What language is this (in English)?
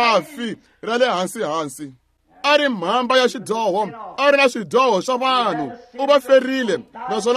Tsonga